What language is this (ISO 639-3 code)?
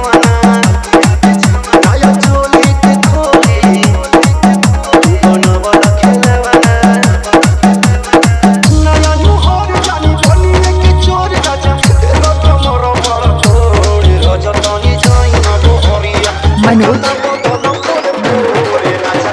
bho